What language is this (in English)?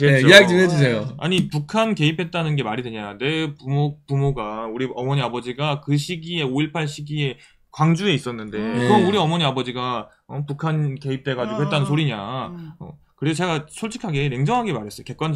Korean